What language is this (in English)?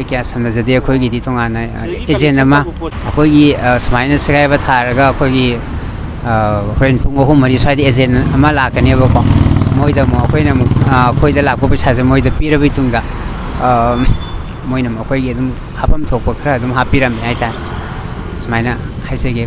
Manipuri